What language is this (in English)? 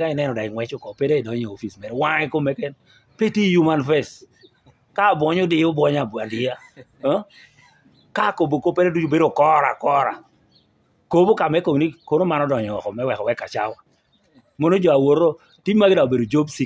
Lango (Uganda)